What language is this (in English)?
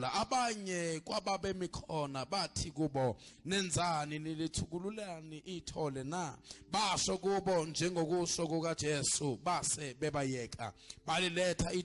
Zulu